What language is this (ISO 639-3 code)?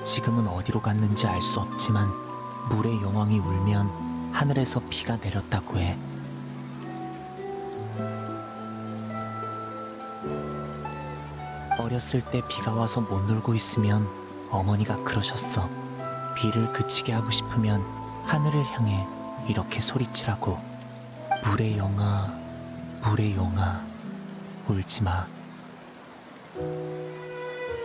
kor